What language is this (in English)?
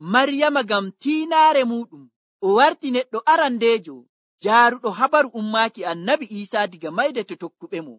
Nigerian Fulfulde